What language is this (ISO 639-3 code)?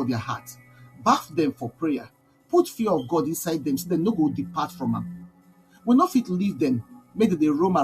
pcm